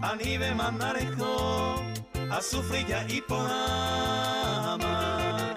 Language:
Guarani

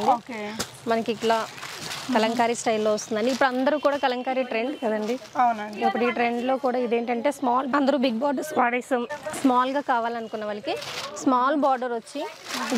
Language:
Telugu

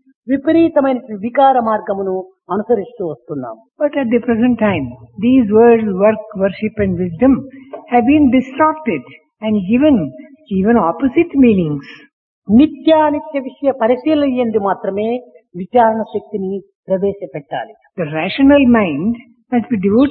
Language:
Telugu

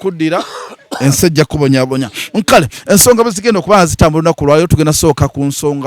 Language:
Ganda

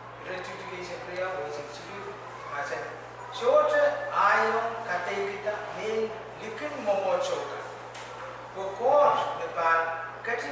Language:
Pohnpeian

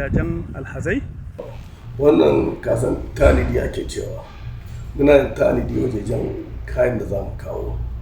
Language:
Hausa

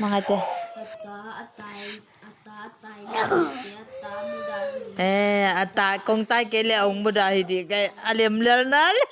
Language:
Tedim Chin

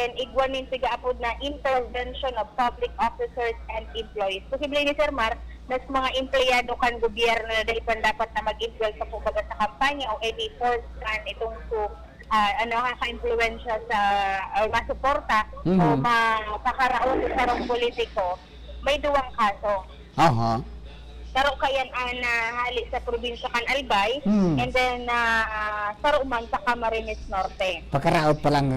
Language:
Bikol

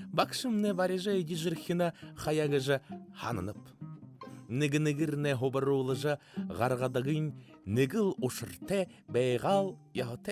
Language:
Buriat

